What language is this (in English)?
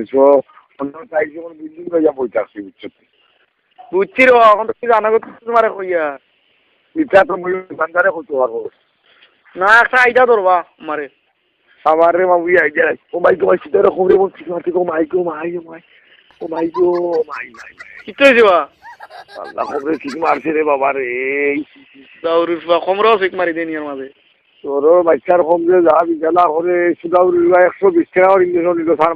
Sylheti